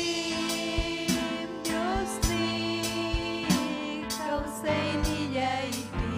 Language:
Ayacucho Quechua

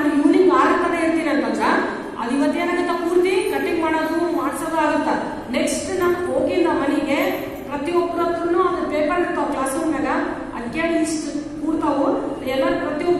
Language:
Kannada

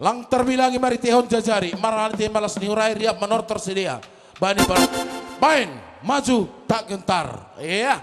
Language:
Batak Simalungun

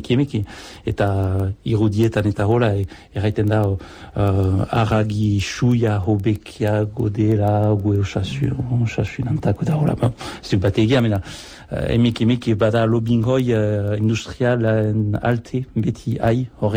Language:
Basque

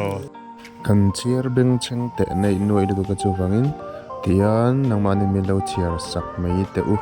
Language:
Mizo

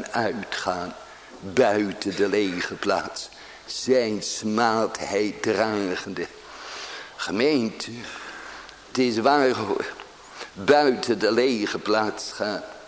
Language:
Dutch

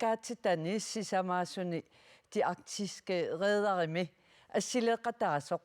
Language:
Kalaallisut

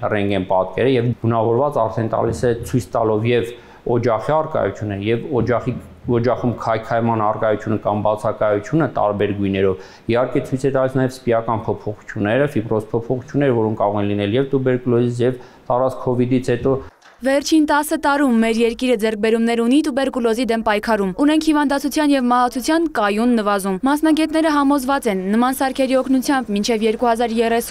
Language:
Armenian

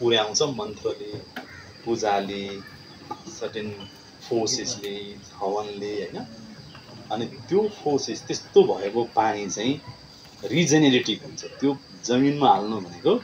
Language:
Nepali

